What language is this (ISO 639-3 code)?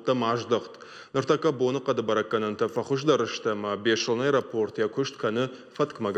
oss